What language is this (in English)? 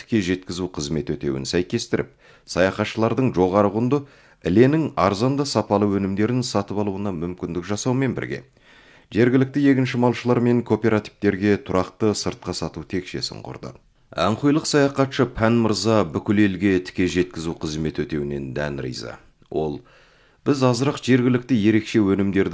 Kazakh